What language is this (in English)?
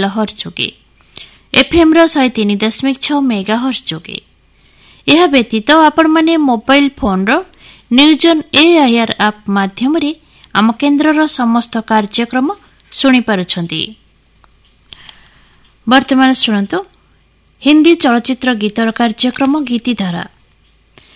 Odia